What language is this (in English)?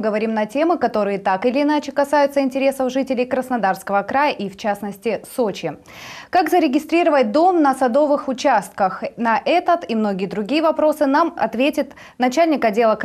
Russian